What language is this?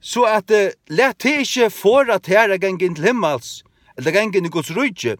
Faroese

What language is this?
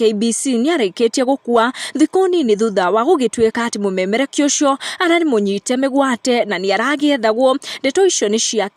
Kikuyu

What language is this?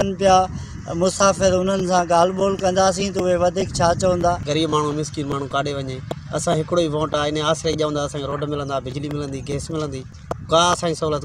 Sindhi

